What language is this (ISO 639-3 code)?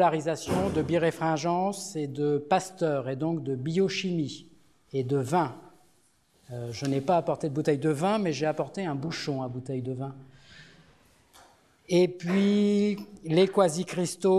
fra